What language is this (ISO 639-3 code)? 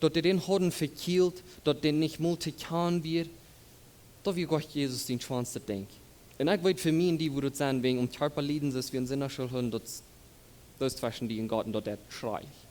pdt